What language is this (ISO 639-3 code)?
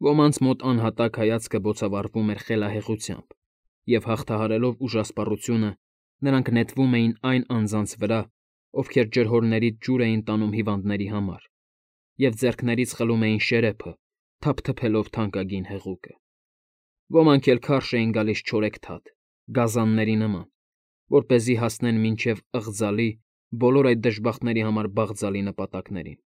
hye